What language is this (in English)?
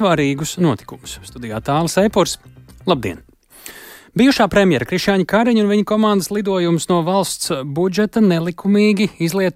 Latvian